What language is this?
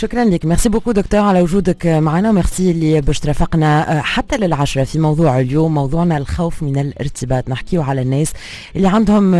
Tunisian Arabic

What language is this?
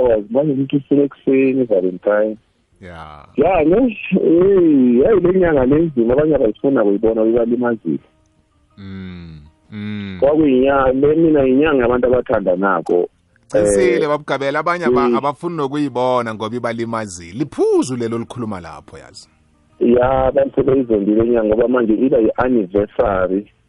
South Ndebele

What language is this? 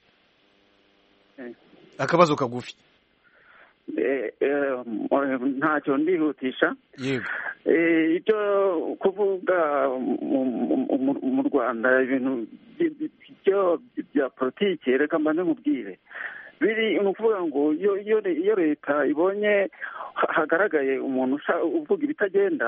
Kinyarwanda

